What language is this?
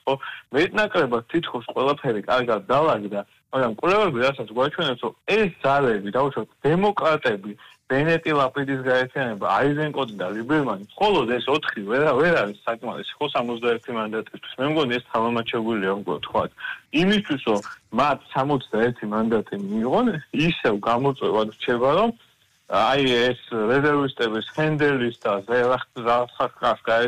Georgian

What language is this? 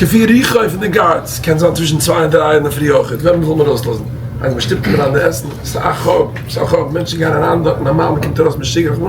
Yiddish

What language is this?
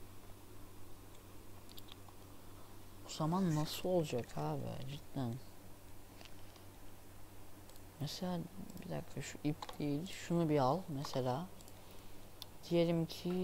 Turkish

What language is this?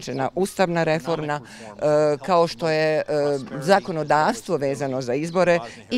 Bosnian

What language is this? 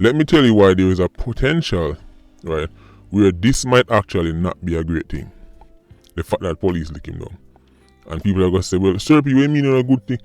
Jamaican Creole English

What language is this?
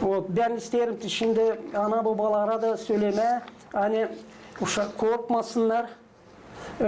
Gagauz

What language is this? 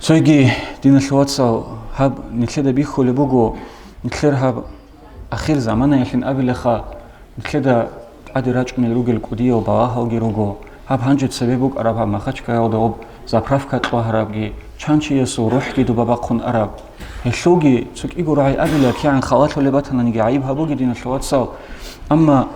Avaric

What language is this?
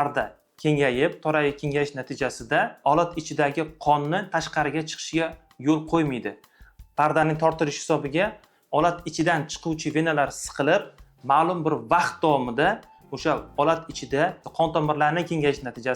Uzbek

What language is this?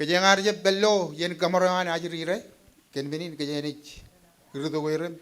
Marshallese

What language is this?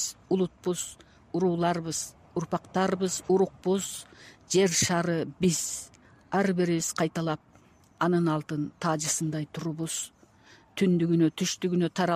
Kyrgyz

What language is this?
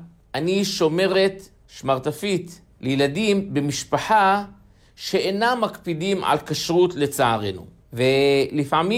Hebrew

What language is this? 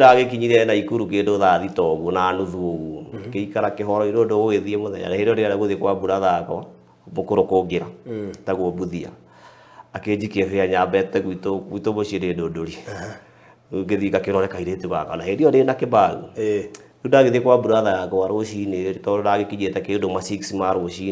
Kikuyu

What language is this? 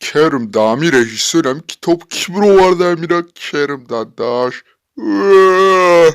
Tajik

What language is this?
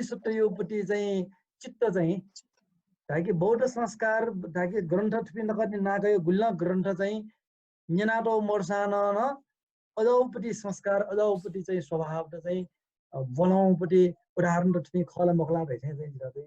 Newari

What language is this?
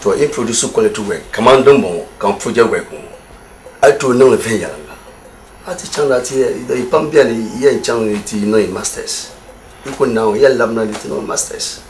Dagbani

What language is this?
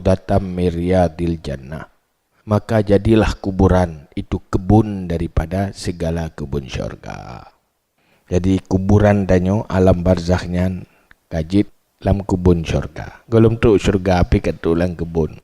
Achinese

